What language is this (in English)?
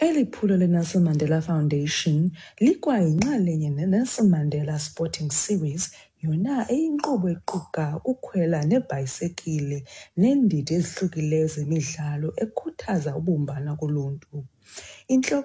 Xhosa